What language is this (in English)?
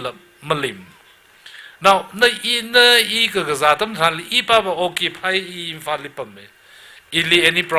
Tangkhul Naga (India)